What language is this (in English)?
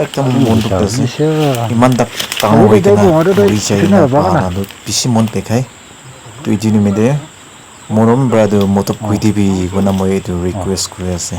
Naga Pidgin